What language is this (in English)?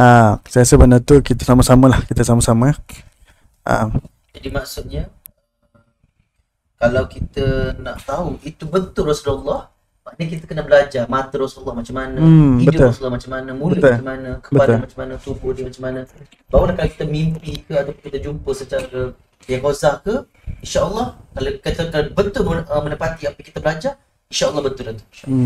Malay